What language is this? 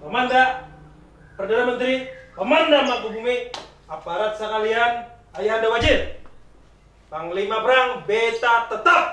Banjar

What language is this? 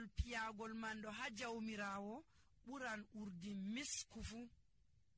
Nigerian Fulfulde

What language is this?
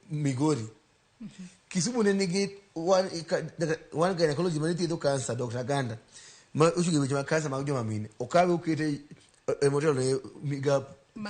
Luo (Kenya and Tanzania)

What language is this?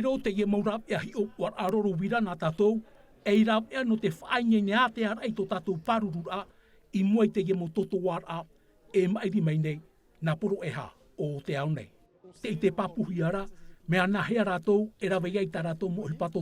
Tahitian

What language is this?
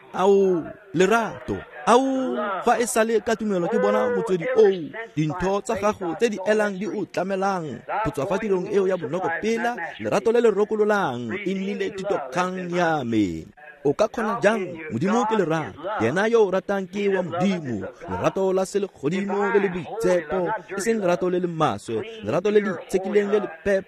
Tswana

